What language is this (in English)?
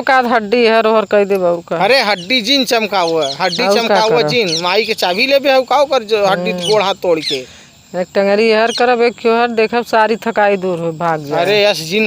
Awadhi